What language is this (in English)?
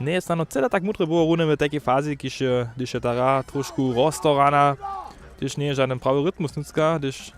Upper Sorbian